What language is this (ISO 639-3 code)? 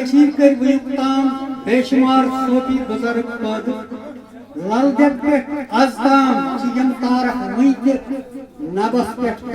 kas